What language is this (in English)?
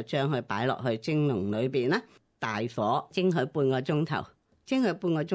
Cantonese